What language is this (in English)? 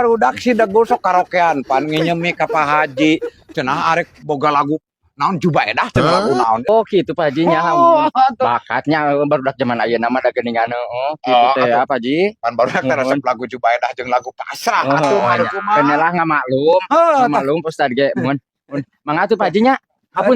Sundanese